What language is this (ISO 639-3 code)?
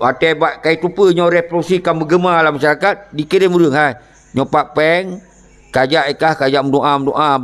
ace